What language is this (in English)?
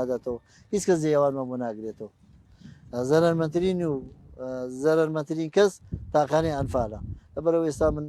Central Kurdish